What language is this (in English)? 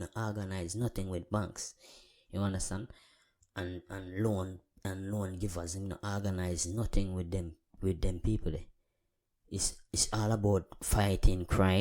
Jamaican Creole English